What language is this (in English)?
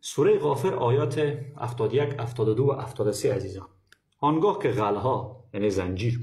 Persian